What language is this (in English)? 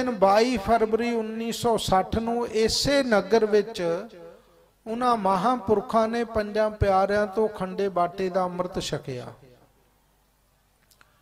Punjabi